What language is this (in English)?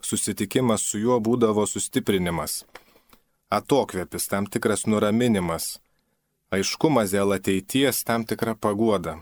Lithuanian